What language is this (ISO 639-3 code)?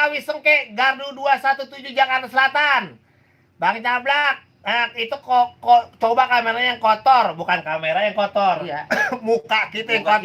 bew